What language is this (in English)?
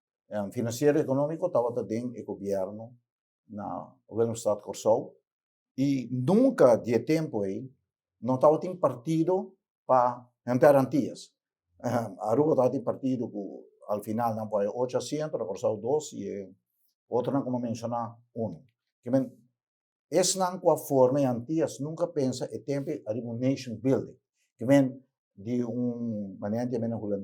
Papiamento